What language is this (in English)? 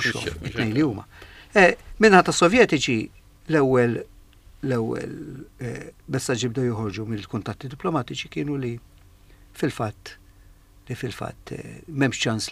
Maltese